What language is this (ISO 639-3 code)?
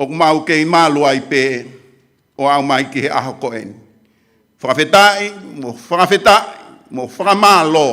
ton